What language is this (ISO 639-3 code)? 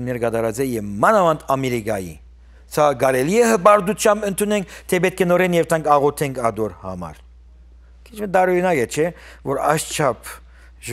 hyw